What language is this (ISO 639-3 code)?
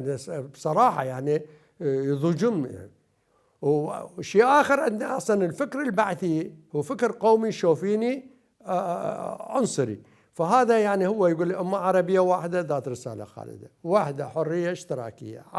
acm